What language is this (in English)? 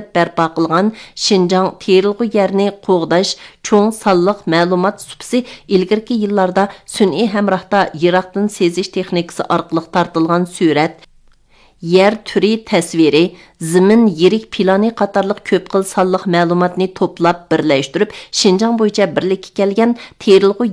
Uyghur